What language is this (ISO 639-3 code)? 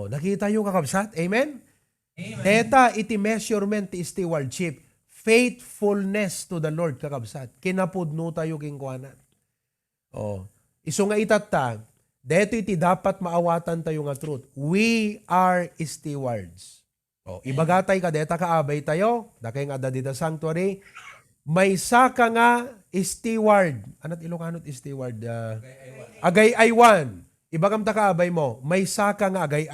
ilo